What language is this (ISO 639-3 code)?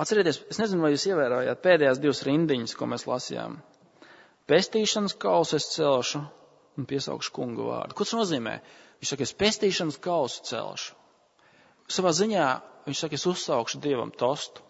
lav